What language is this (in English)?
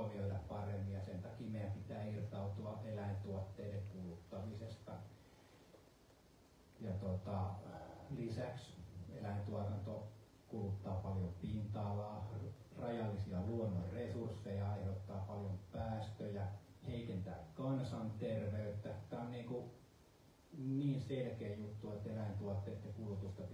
Finnish